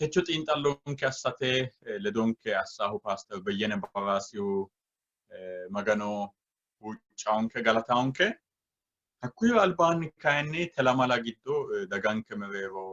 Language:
Sidamo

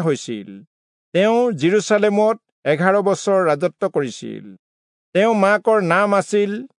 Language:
Assamese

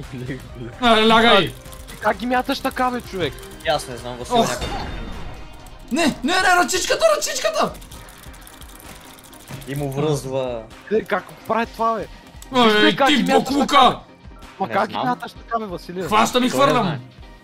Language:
Bulgarian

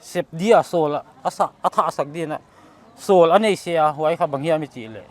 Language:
Paite Chin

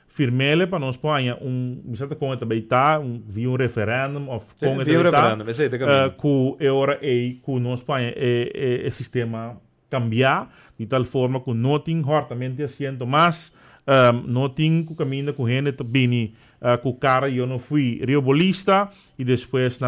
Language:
Papiamento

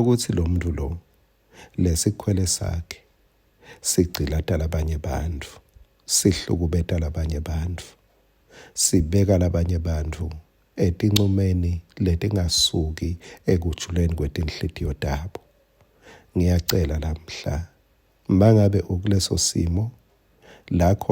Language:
Swati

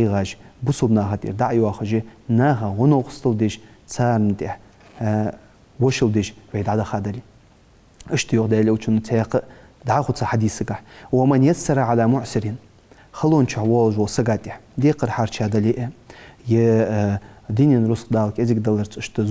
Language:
Ingush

